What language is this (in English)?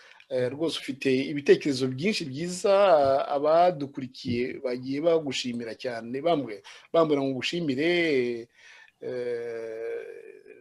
Kinyarwanda